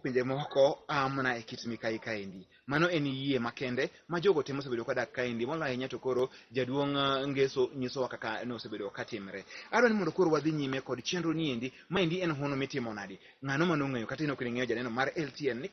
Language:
Luo (Kenya and Tanzania)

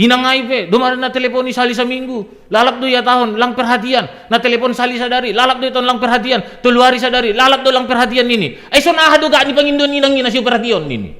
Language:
Batak Simalungun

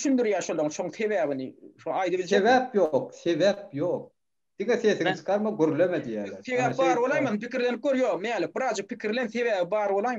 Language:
Turkmen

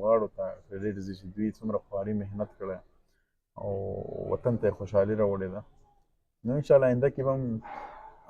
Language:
Pashto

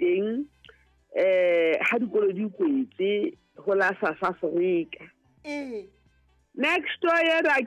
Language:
Southern Sotho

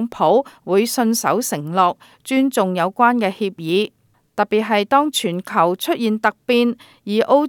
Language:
Cantonese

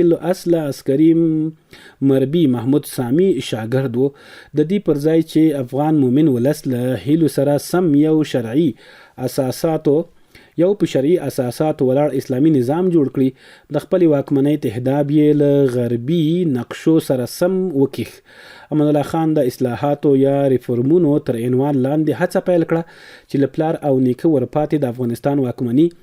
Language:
Pashto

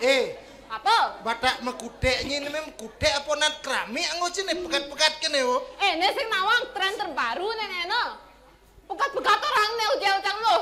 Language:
Balinese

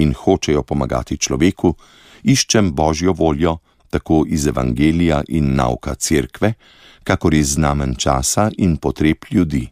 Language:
Slovenian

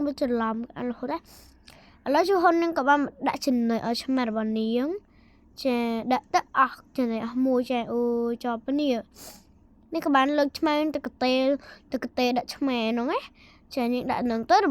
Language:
Khmer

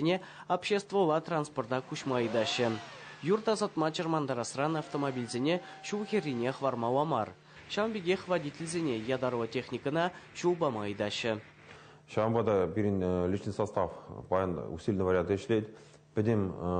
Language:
Chuvash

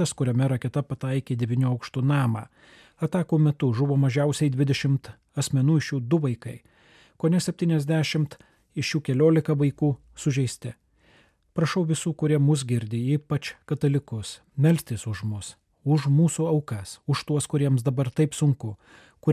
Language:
Lithuanian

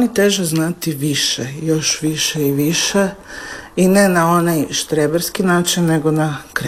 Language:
Croatian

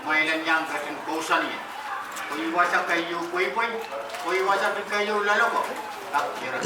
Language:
Pohnpeian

